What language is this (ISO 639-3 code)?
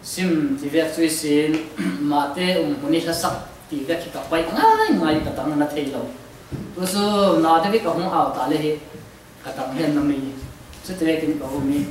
cfm